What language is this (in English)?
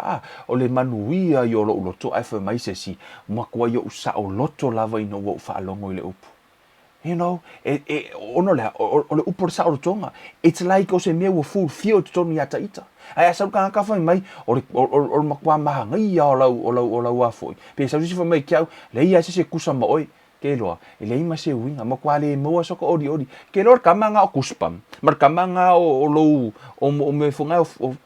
Samoan